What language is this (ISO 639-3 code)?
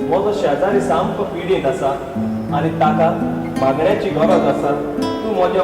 kok